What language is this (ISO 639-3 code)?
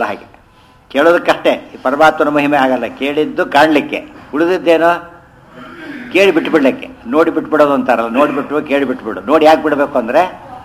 kan